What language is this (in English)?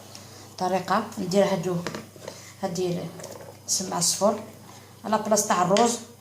Algerian Arabic